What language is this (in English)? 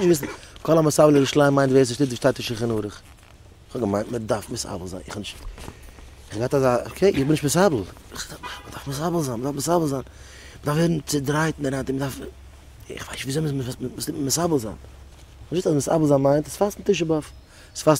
Yiddish